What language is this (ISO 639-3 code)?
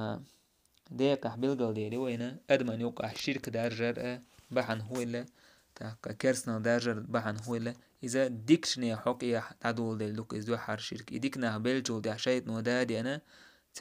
che